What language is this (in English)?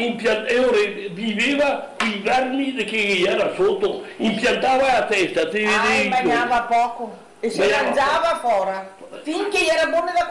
Venetian